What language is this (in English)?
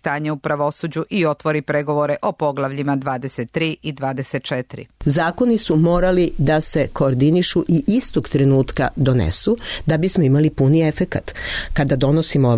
Serbian